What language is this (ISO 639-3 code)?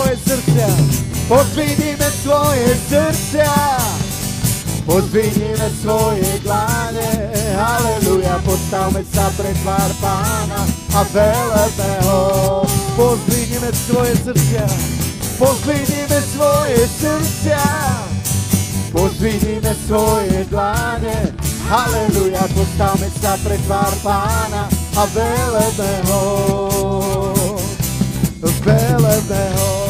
slk